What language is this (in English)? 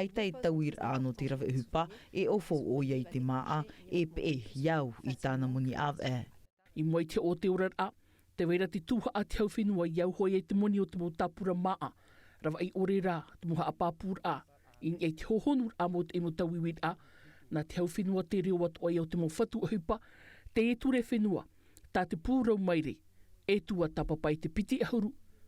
Tahitian